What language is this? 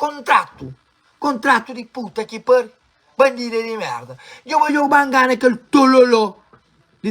Kabuverdianu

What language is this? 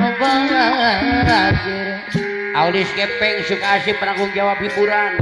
Sundanese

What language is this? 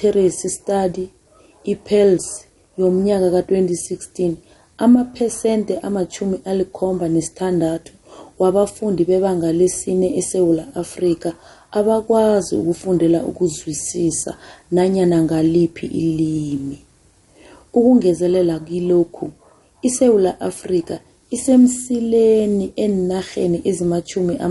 South Ndebele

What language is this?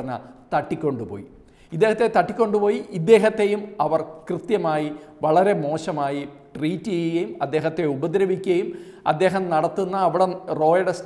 Malayalam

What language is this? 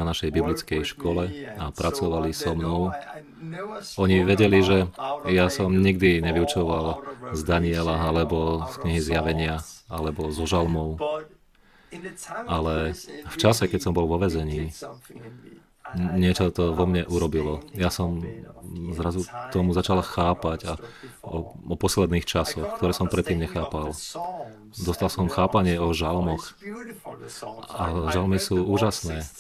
Slovak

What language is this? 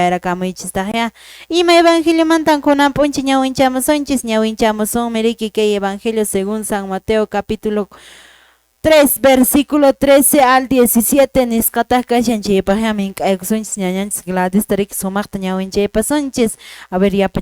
Quechua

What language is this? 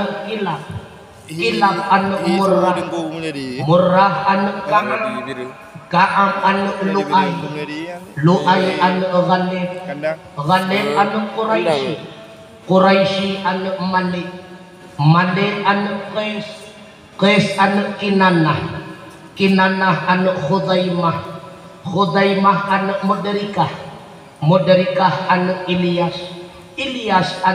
Achinese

